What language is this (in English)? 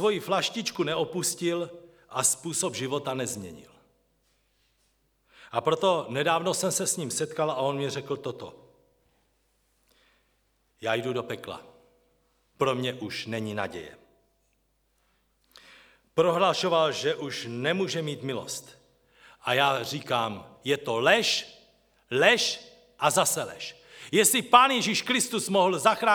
Czech